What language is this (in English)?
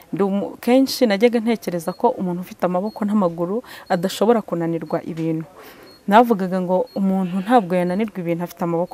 Kinyarwanda